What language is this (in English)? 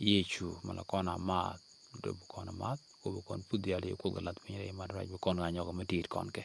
Nuer